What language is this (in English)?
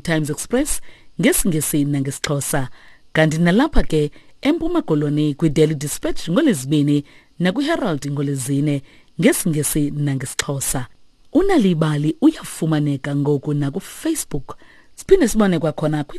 Xhosa